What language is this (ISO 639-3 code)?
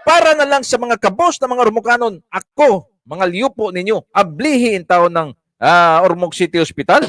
ceb